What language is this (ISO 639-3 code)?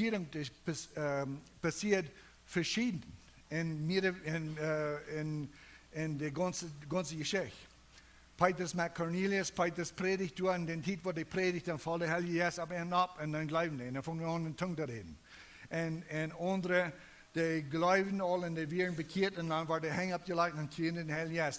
pdt